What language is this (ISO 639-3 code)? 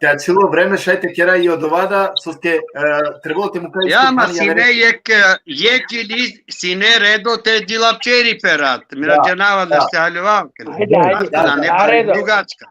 rmn